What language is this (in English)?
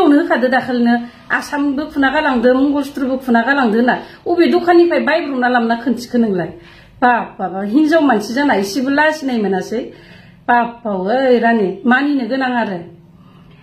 Bodo